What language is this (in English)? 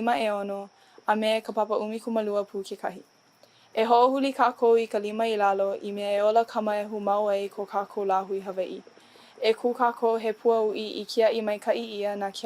Hawaiian